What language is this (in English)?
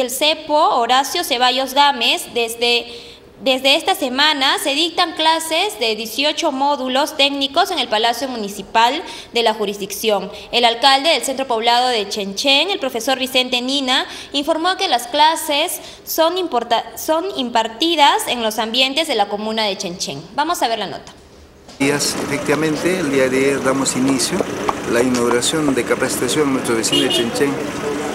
Spanish